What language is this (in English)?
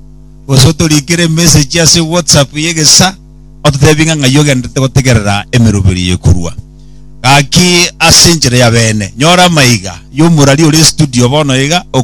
Gusii